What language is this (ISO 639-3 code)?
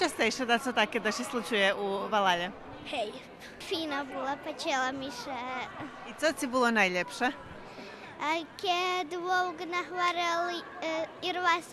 rue